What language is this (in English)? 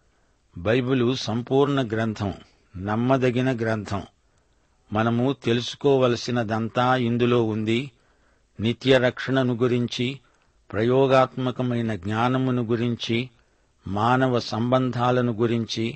Telugu